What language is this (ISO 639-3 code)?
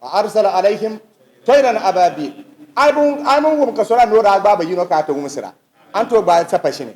dag